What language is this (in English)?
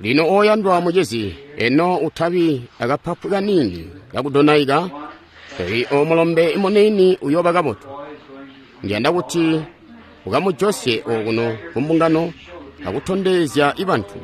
Tonga (Zambia)